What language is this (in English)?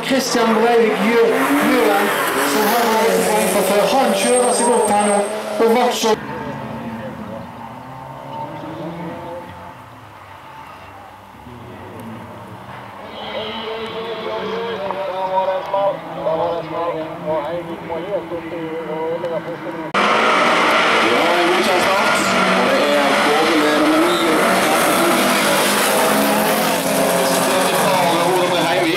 Norwegian